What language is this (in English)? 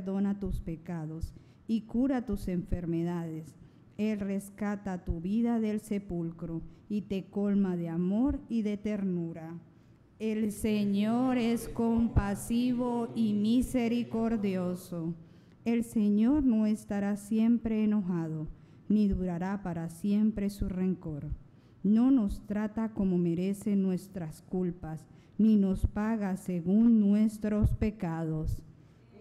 Spanish